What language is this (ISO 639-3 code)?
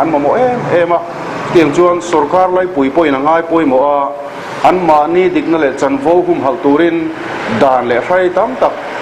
lus